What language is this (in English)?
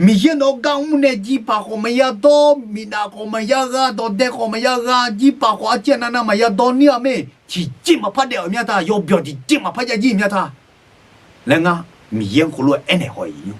Akha